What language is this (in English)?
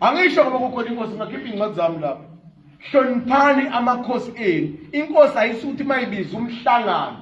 Zulu